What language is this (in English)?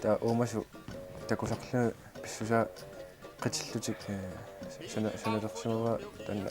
Kalaallisut